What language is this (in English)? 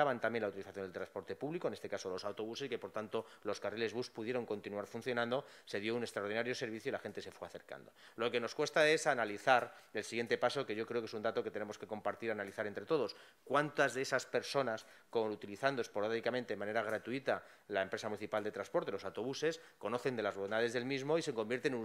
Spanish